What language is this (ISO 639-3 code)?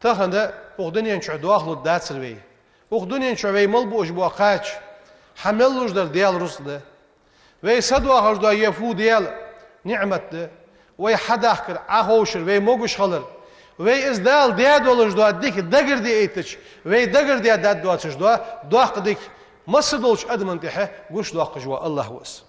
inh